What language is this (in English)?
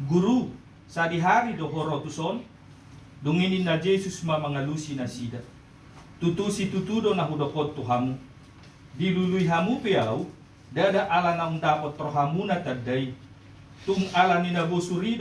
Batak Toba